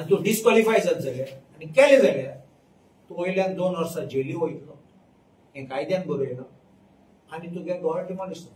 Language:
Konkani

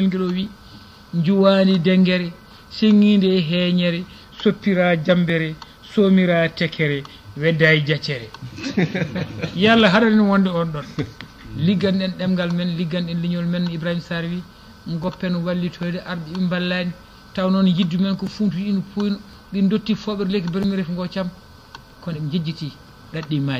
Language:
Fula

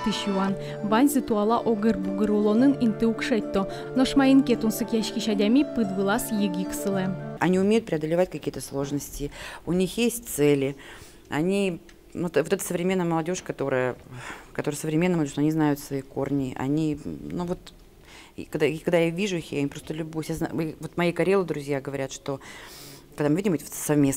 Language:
Udmurt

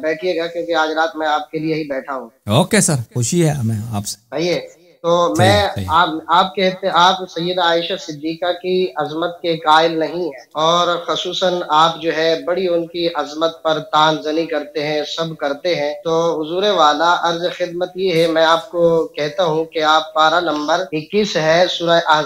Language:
Urdu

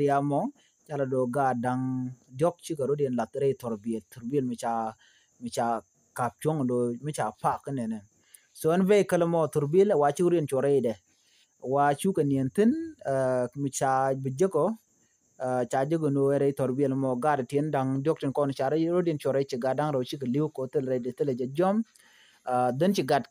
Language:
Nuer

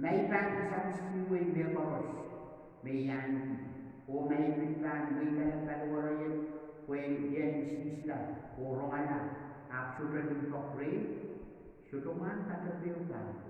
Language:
Pohnpeian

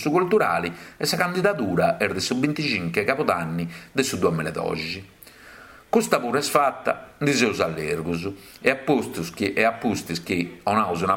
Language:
Sardinian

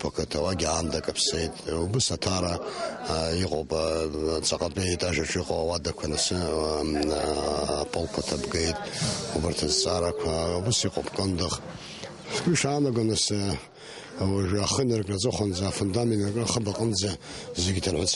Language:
Abkhazian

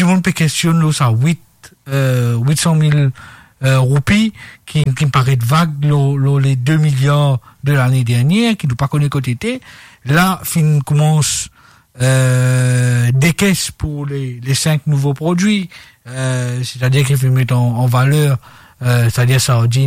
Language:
Morisyen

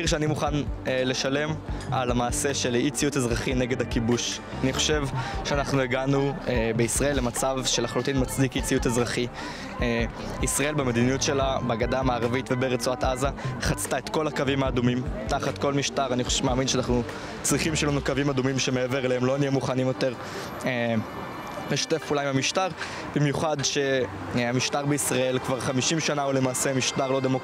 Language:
Hebrew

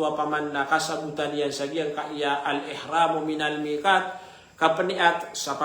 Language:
Maranao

